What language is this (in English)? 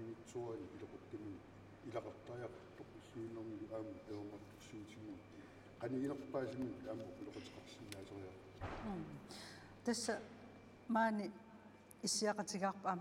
Kalaallisut